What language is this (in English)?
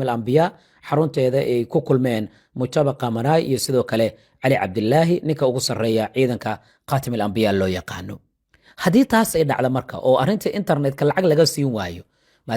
Somali